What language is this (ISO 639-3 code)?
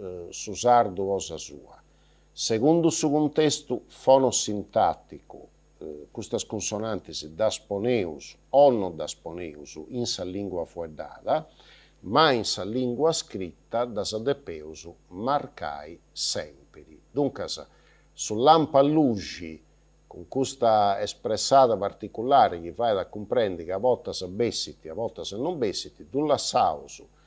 srd